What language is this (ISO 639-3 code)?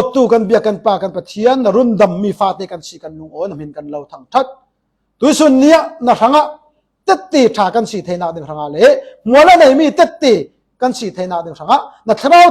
cfm